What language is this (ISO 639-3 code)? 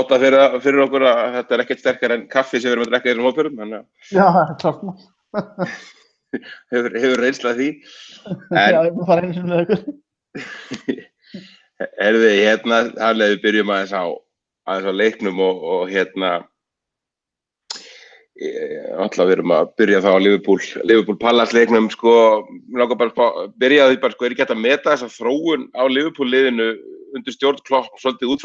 isl